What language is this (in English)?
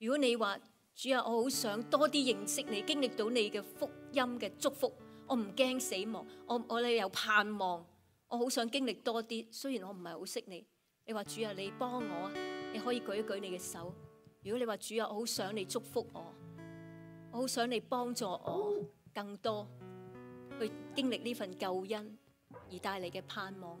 Cantonese